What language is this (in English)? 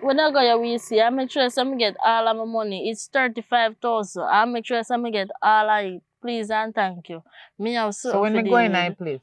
Jamaican Creole English